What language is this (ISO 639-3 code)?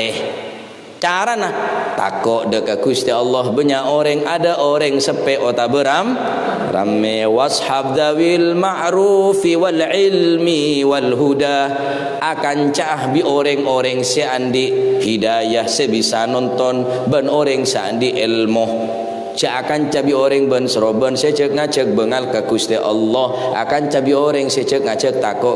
mad